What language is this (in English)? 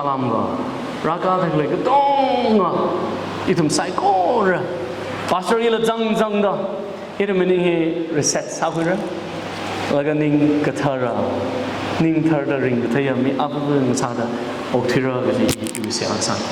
Tangkhul Naga (India)